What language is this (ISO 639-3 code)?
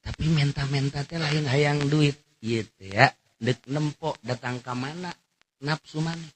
sun